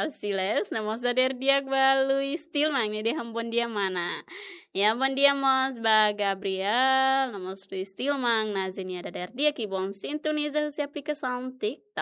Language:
Tetum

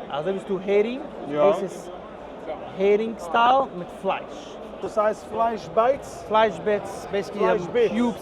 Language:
Yiddish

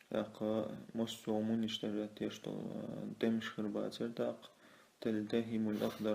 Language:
Chechen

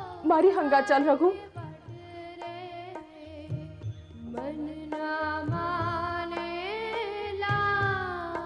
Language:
Gujarati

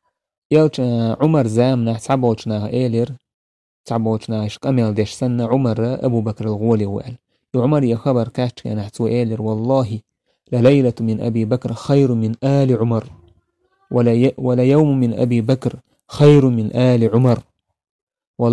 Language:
Chechen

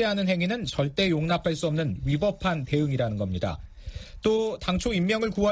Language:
Korean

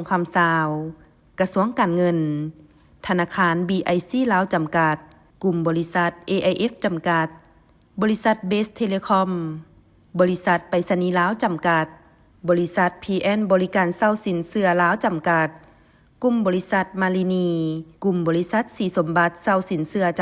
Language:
Lao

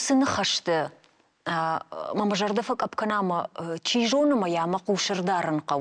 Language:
Ossetic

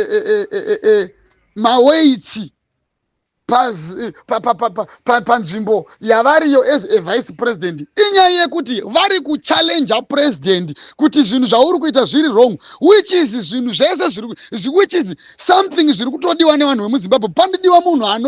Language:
Shona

